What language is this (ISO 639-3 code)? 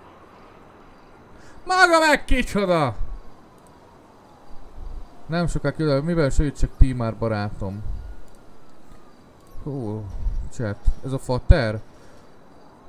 hun